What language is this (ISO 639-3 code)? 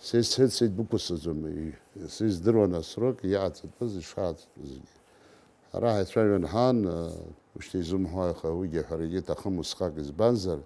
abk